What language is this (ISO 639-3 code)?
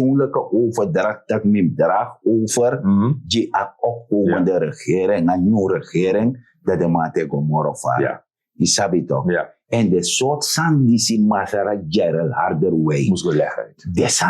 srn